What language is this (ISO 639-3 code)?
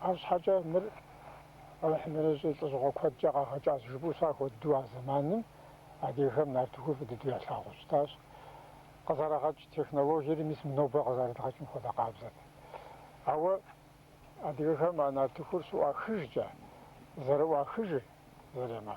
kbd